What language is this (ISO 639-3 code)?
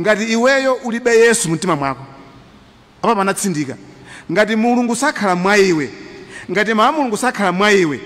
nya